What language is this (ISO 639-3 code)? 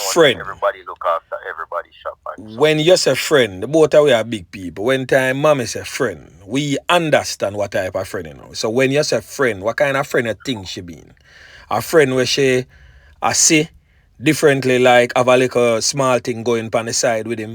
jam